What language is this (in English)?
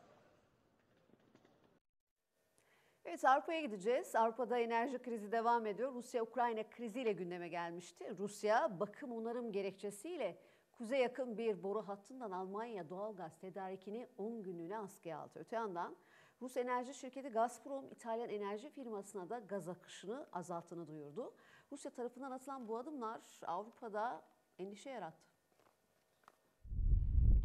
Turkish